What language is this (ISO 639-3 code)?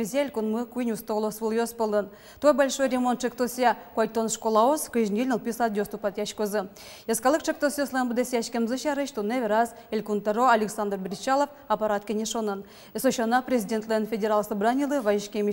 udm